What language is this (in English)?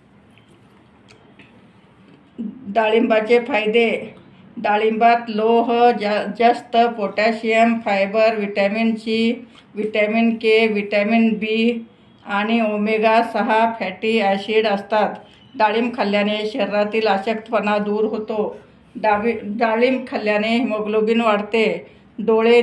Marathi